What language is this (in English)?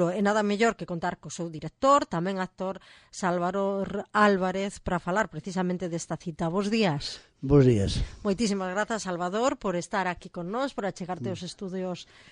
Galician